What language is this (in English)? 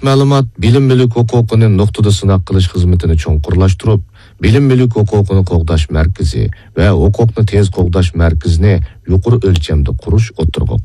Uyghur